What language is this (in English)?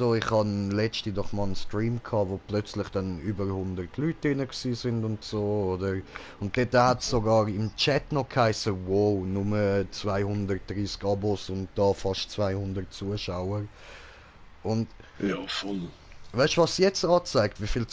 Swiss German